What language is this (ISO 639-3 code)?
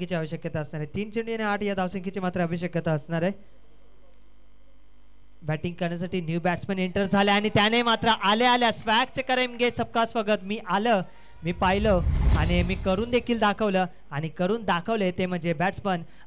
mar